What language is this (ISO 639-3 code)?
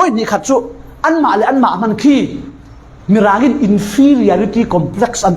cfm